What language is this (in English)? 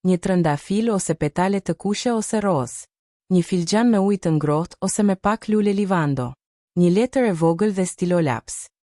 Albanian